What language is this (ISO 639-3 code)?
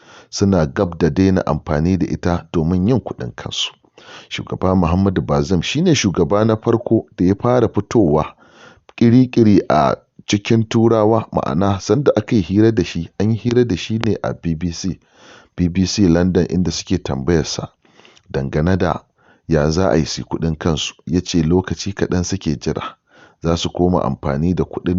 hau